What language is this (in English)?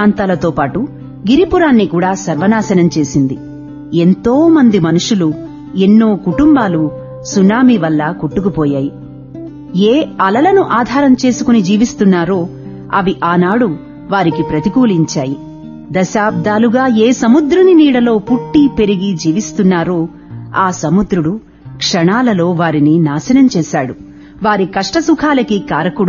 Telugu